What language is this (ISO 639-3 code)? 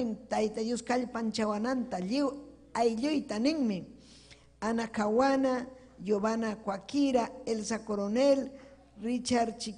quy